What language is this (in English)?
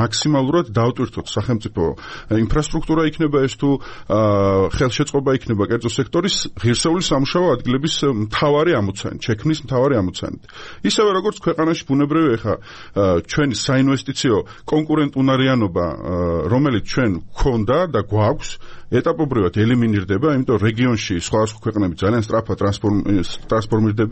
Georgian